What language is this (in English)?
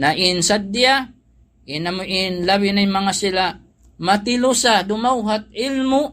Tausug